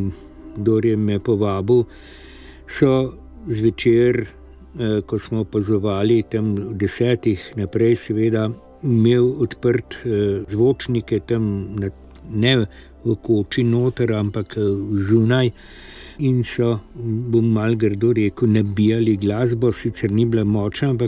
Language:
Slovenian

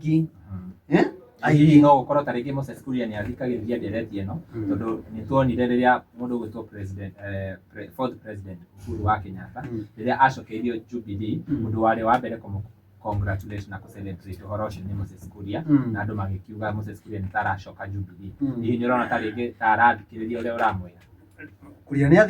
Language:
Kikuyu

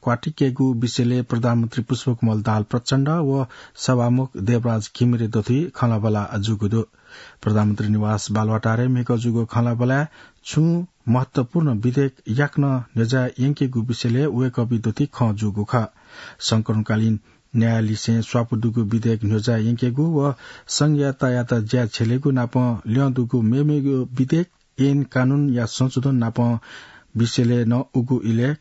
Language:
Newari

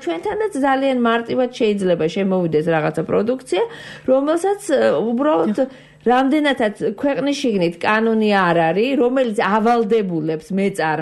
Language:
Georgian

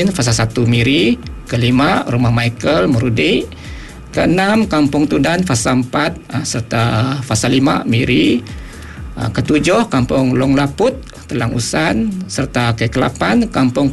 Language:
Iban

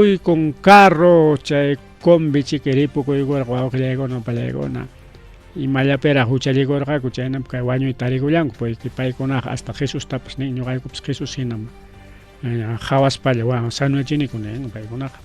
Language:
Ayacucho Quechua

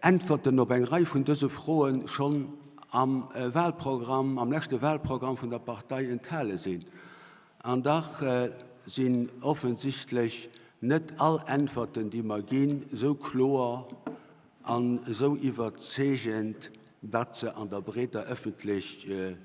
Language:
Luxembourgish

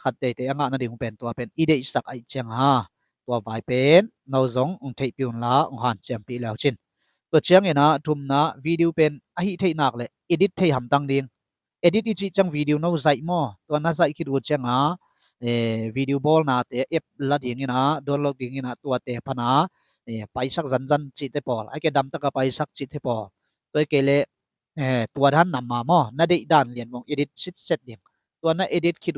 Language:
Tedim Chin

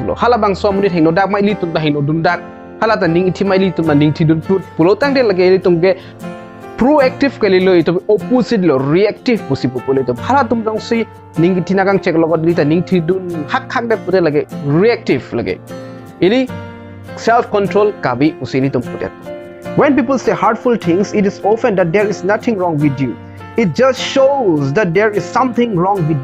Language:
Karbi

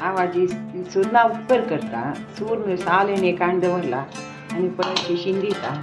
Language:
Konkani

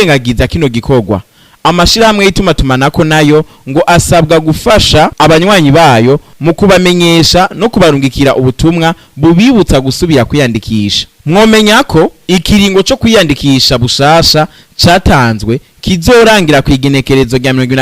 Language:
Rundi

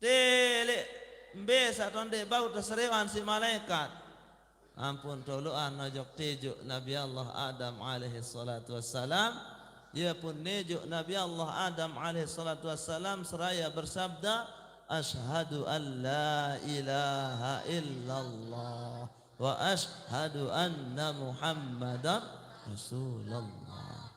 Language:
Sasak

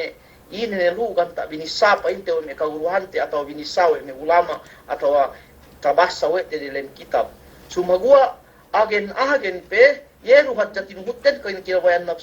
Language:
Yakan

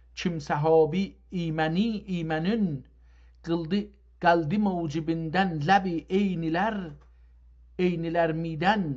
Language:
South Azerbaijani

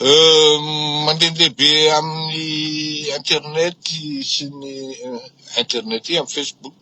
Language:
Malagasy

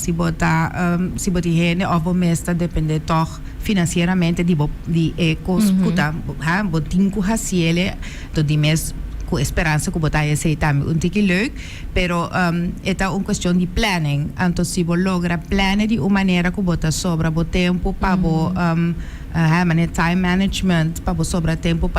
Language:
Papiamento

